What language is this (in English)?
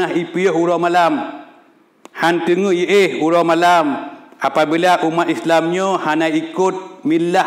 Achinese